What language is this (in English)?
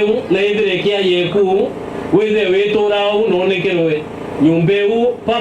Meru